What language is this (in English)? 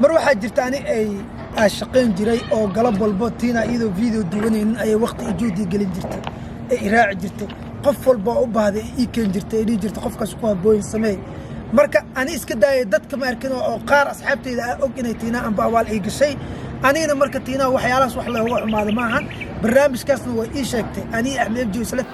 Somali